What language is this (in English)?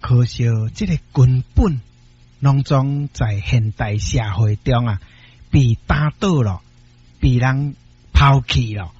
Min Nan Chinese